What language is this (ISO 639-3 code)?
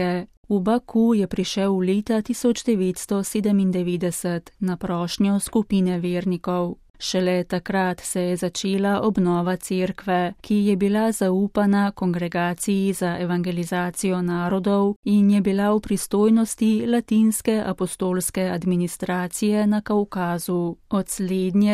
slv